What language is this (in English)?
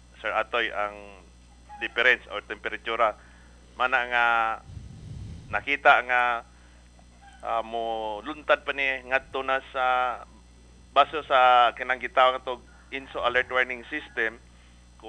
Cebuano